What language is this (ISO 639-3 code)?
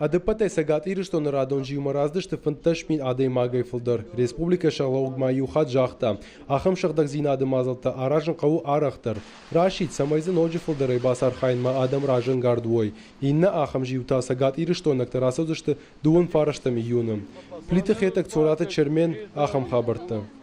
oss